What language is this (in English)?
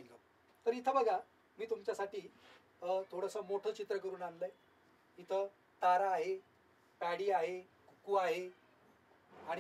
Marathi